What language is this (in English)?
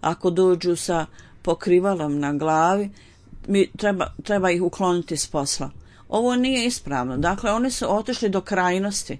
Bosnian